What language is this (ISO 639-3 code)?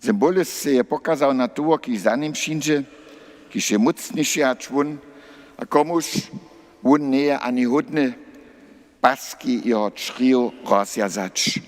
hsb